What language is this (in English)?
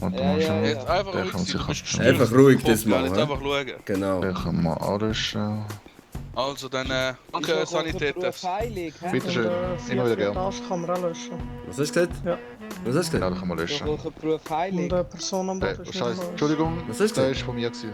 Swiss German